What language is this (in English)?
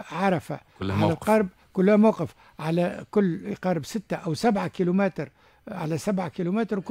Tunisian Arabic